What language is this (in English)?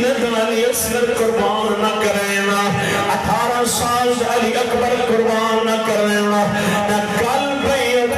Saraiki